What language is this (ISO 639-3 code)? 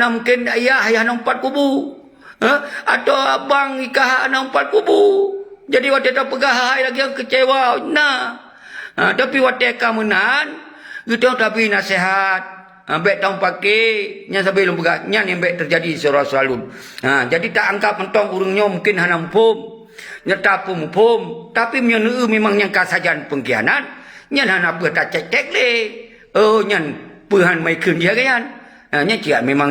ace